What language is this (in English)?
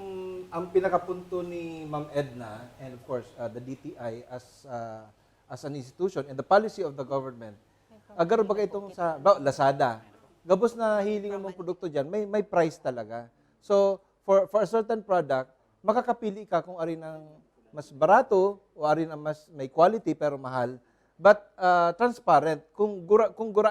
Bikol